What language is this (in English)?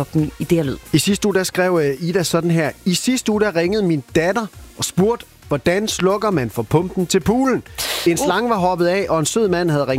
Danish